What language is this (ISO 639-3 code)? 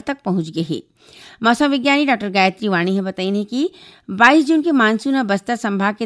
hne